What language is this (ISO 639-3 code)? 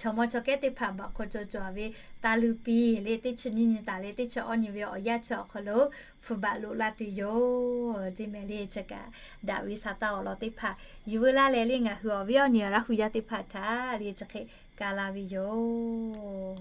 lhu